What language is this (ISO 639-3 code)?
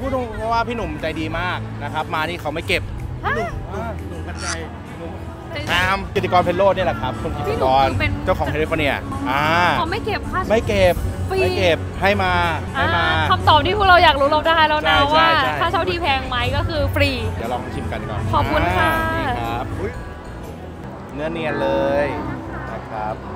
tha